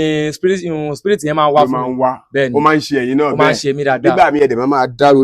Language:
Yoruba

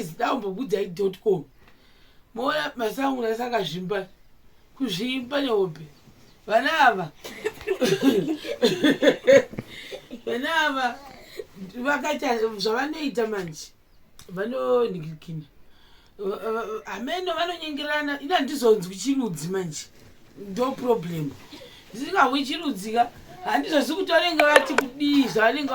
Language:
Shona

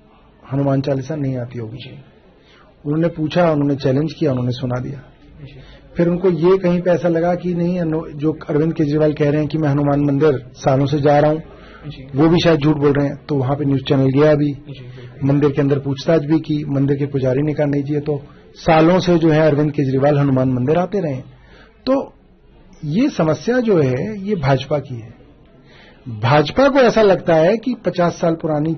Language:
Hindi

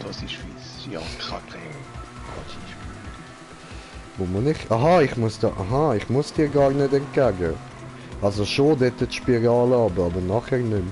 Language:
Swiss German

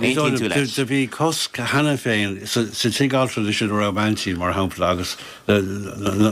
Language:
Irish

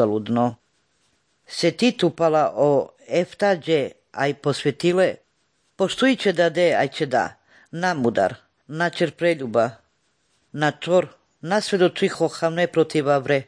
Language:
Slovenian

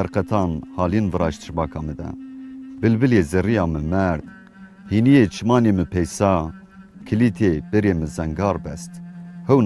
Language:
Zaza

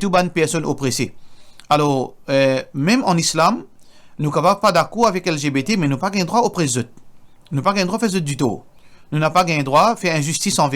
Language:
Morisyen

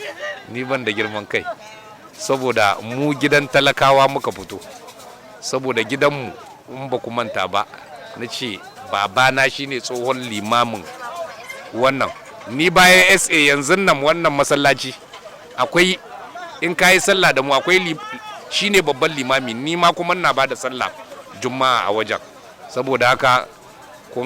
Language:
Hausa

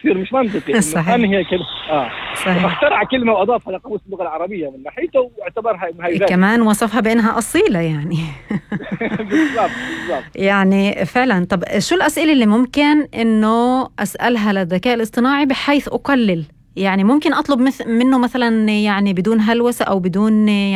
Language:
North Levantine Arabic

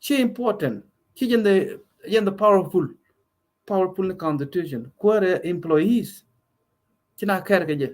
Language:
Nuer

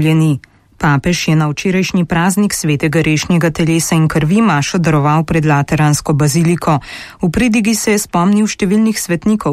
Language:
Slovenian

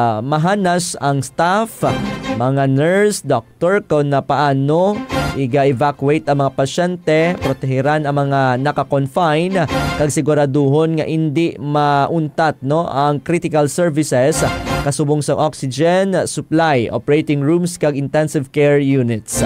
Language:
Hiligaynon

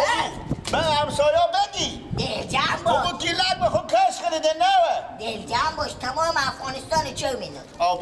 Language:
Persian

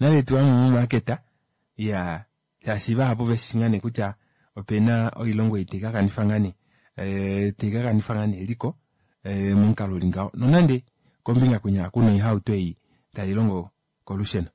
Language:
Kuanyama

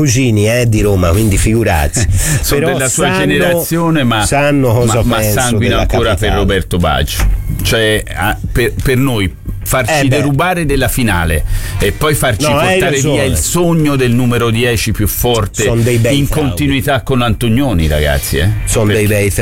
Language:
Italian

